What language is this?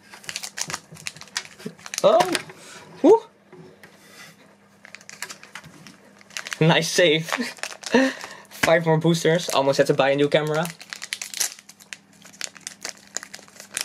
English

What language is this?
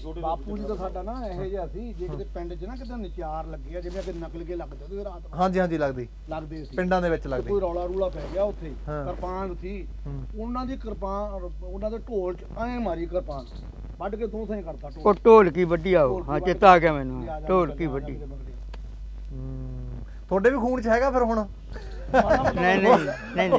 Punjabi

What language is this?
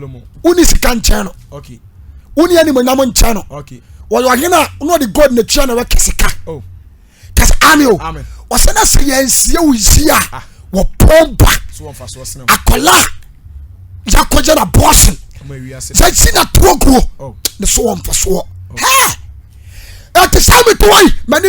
Akan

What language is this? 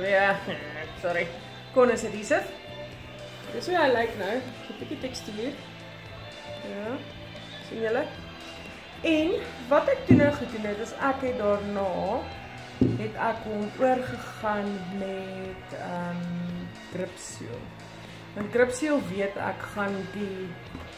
Afrikaans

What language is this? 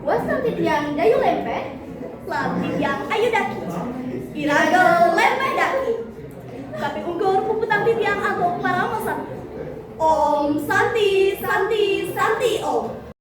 Balinese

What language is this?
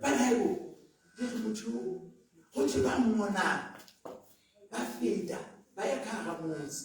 Southern Sotho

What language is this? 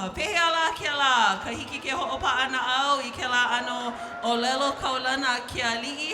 Hawaiian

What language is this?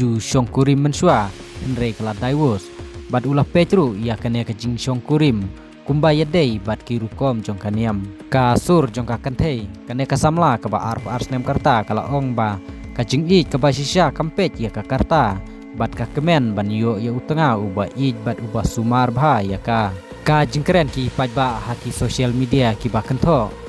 Khasi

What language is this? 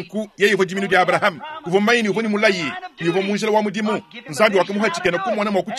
Luba-Lulua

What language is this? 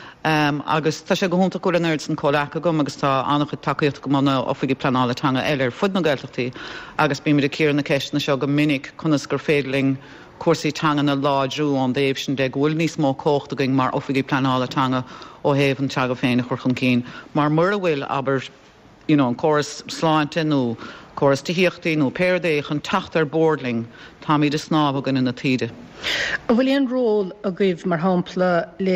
Irish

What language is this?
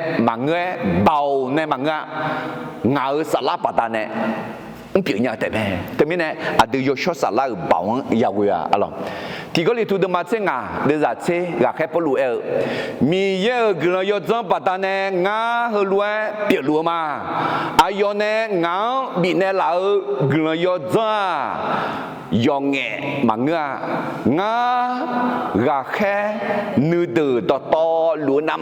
Akha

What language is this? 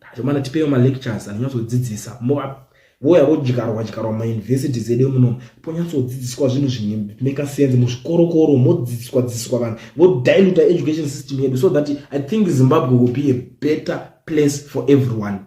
Shona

